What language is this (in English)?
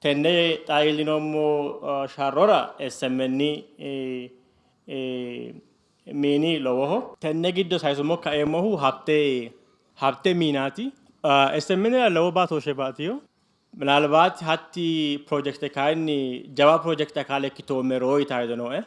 Sidamo